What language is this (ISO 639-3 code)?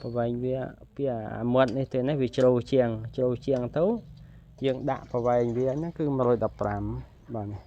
khm